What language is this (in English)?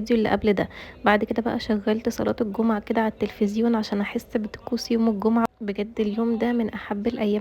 Egyptian Arabic